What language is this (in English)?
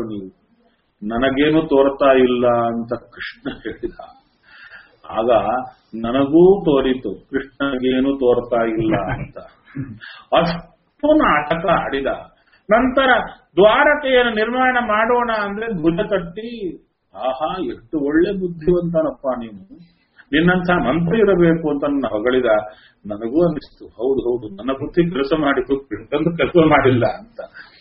Kannada